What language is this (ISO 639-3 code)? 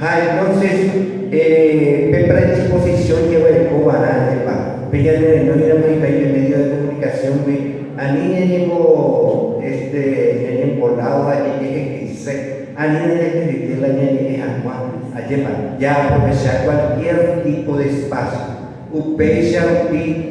grn